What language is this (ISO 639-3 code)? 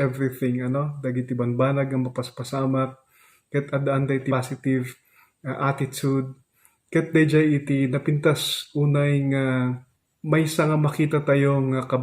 ilo